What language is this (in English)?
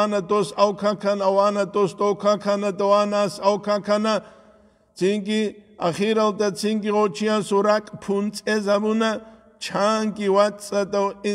Avaric